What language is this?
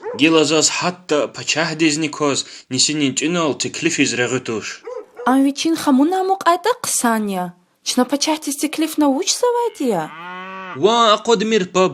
Lezghian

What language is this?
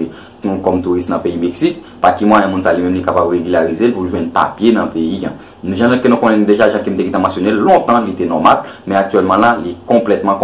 Haitian Creole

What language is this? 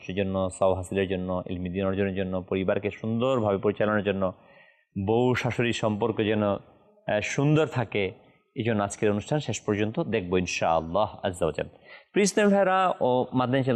Bangla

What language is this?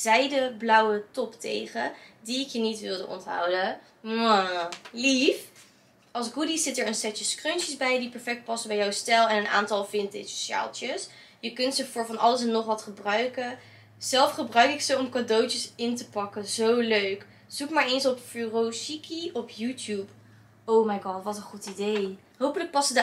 Dutch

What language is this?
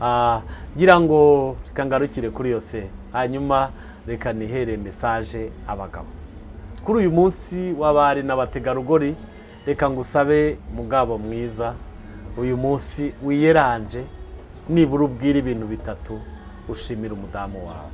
Kinyarwanda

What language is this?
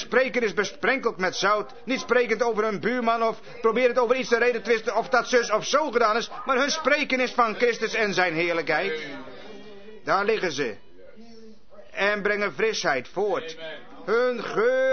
Dutch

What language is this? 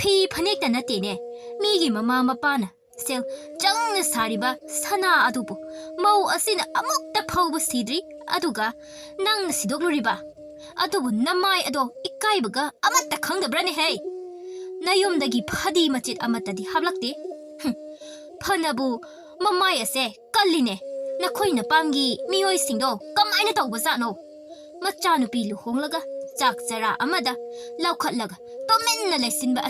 Manipuri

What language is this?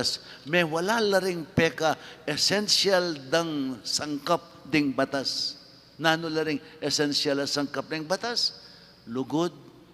Pampanga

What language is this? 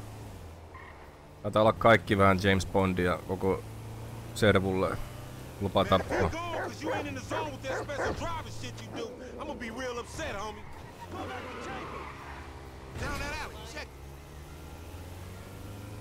Finnish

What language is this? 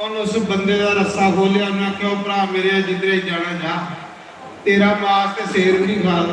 Dogri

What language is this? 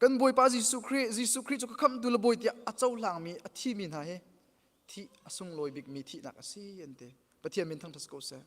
Hakha Chin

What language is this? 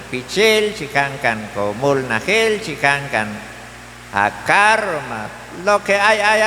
Q'anjob'al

